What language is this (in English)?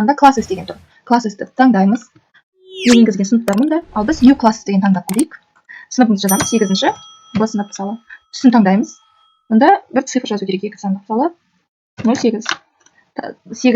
Kazakh